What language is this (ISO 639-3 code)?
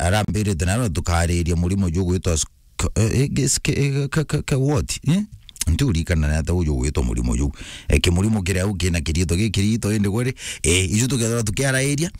mer